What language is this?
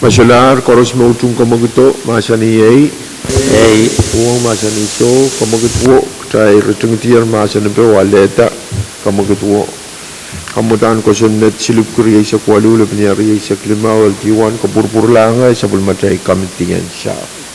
Pohnpeian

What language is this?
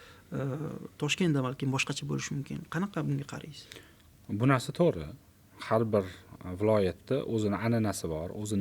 Uzbek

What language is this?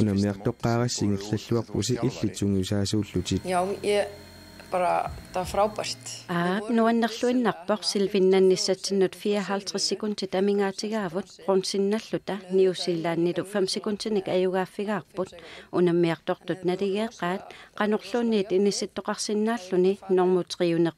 Kalaallisut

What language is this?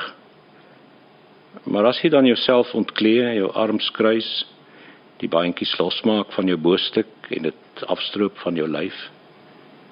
Afrikaans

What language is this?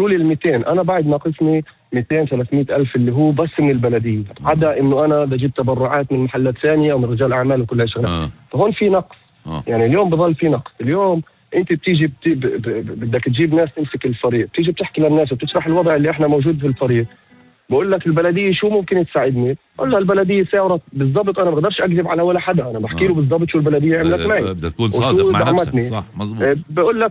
North Levantine Arabic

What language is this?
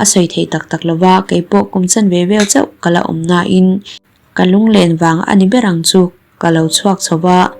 Mizo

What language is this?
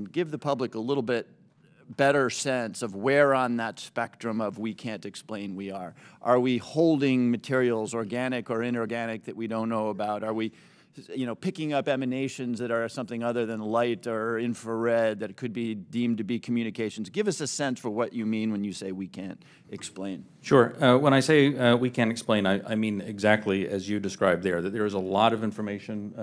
English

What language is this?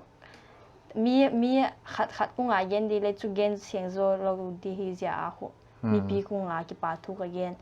Paite Chin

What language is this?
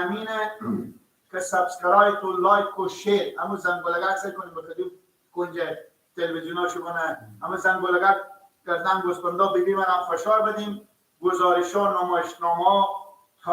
Persian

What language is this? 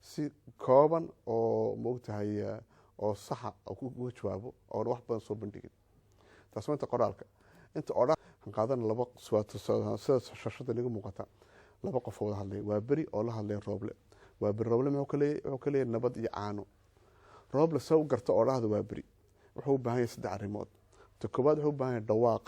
Somali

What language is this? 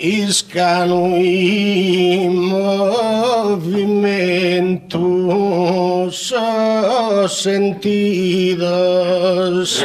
Sardinian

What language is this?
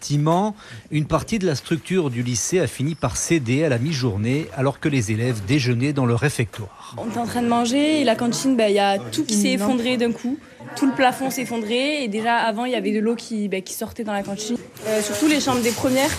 French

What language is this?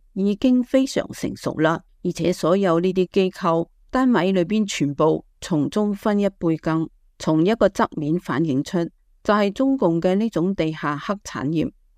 Cantonese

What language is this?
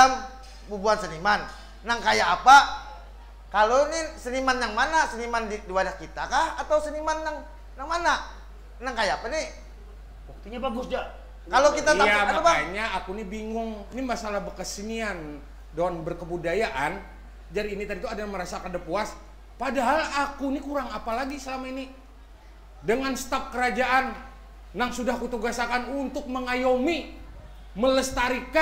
Banjar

